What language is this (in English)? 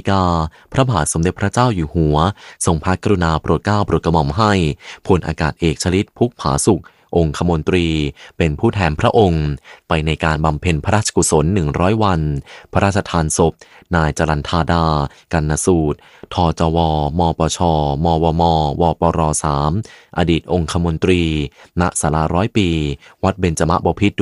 Thai